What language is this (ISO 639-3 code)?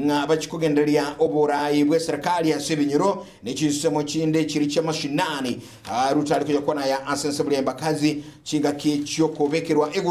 guz